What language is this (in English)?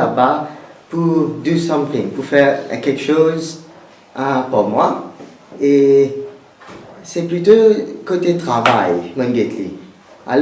Morisyen